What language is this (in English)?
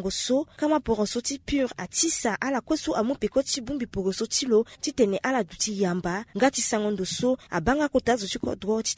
Sango